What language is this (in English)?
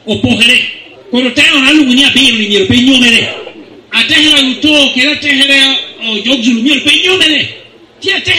Lango (Uganda)